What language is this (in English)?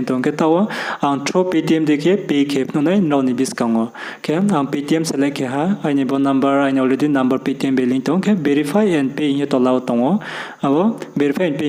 Riang (India)